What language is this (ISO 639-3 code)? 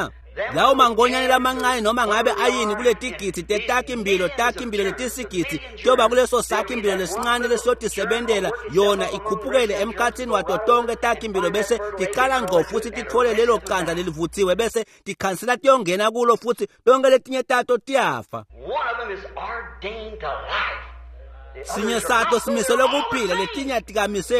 ssw